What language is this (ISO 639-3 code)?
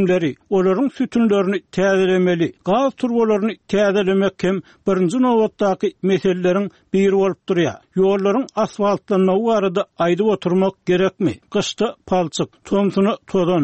tuk